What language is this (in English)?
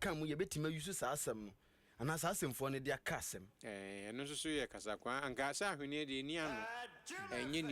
Akan